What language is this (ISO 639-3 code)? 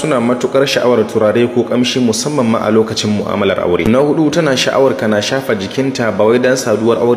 hau